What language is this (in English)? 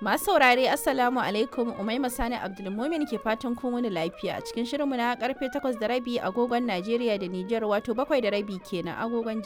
Hausa